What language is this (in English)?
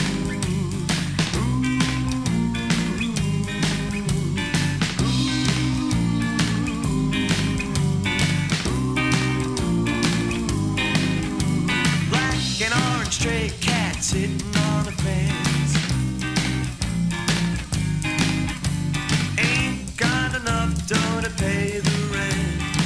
English